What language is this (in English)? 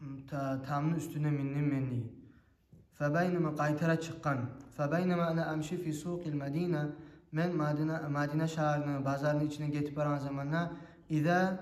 Kumyk